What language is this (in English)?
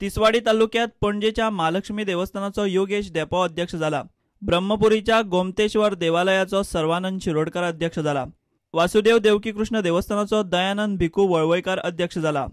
Konkani